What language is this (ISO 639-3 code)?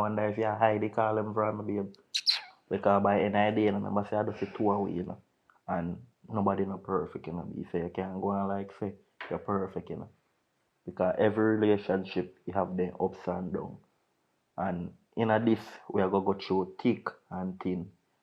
jam